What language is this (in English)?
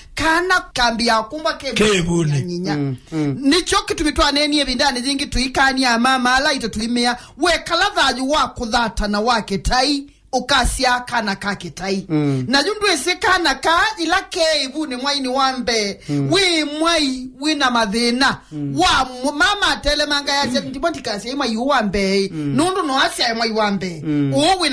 Kamba